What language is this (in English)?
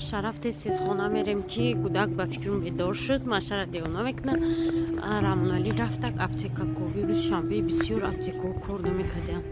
Tajik